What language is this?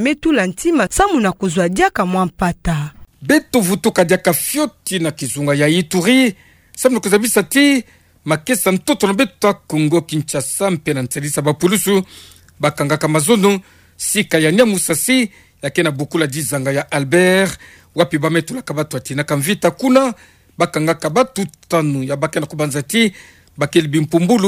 Kituba (Democratic Republic of Congo)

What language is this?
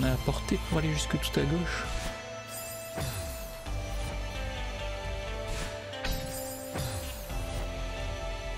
French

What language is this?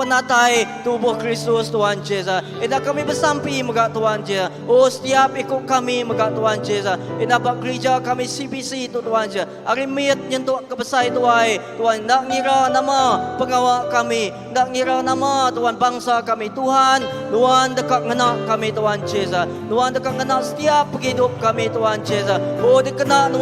Iban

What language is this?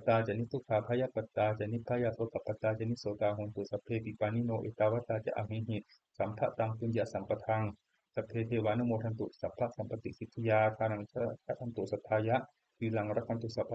Pali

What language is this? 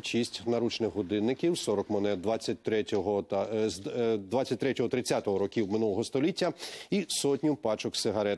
Ukrainian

